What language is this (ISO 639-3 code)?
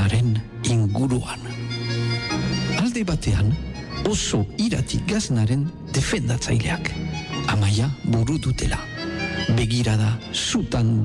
eus